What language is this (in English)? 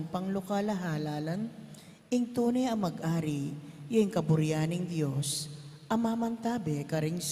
Pampanga